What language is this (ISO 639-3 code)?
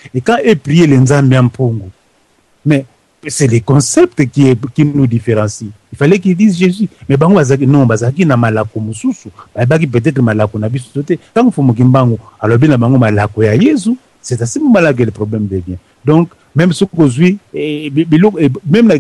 lin